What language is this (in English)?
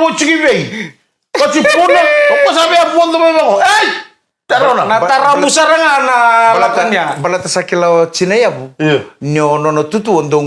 Fijian